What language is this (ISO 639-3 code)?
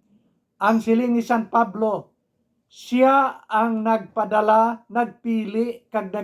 hil